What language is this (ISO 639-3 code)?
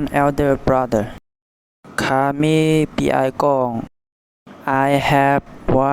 shn